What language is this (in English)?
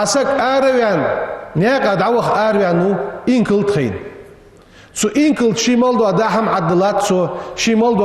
Ingush